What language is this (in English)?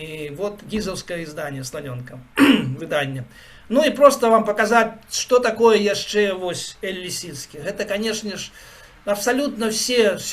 Belarusian